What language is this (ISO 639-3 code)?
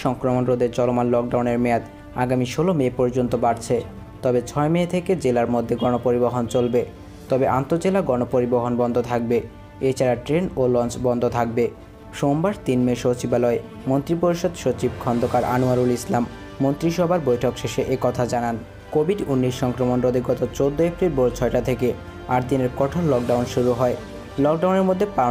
ben